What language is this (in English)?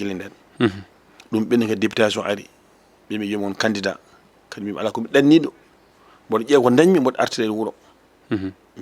Fula